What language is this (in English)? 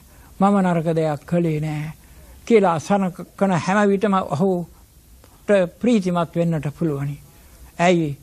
Sinhala